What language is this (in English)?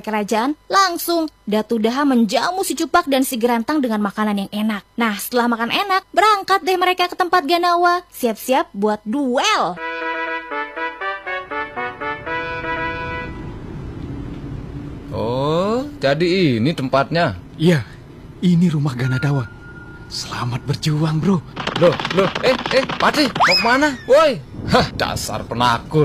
Indonesian